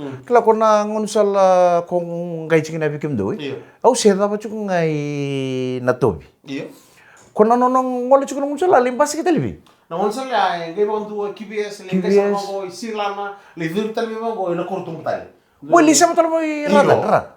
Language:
Fijian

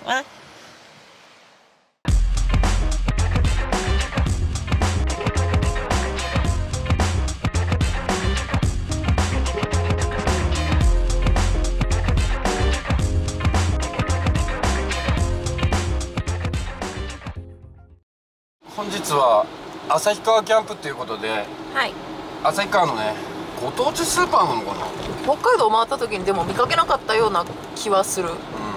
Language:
Japanese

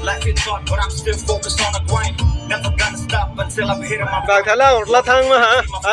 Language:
Kok Borok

